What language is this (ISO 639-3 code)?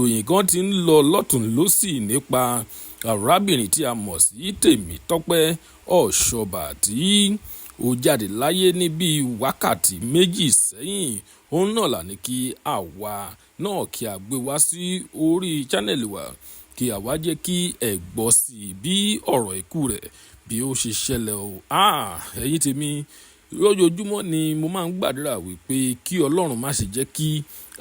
yor